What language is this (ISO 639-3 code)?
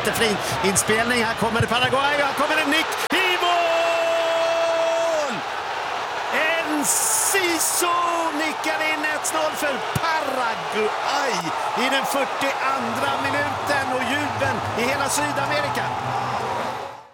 swe